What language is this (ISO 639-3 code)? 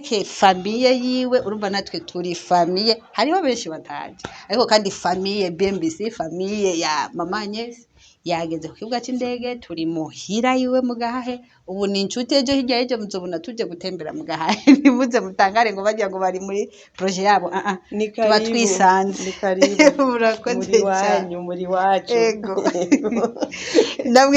run